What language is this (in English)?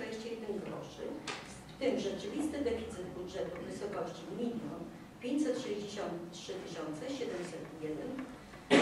Polish